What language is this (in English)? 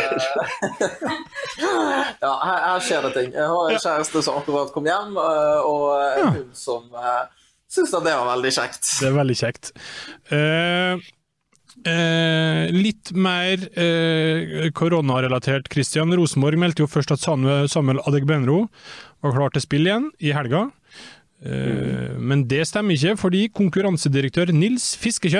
Norwegian